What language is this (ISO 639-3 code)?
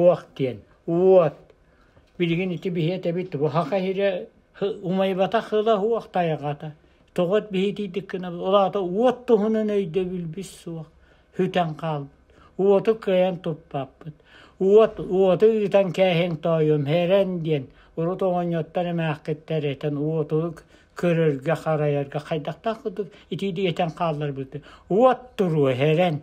sah